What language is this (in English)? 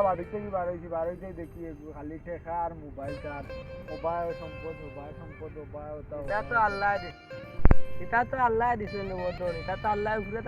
Sylheti